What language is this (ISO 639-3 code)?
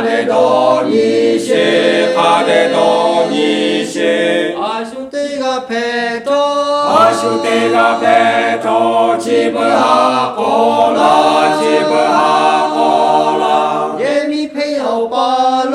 lhu